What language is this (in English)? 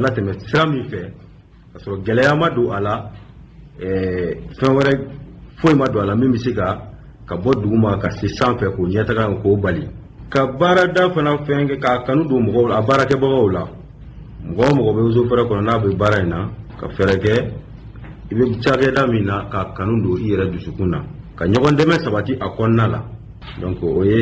Bambara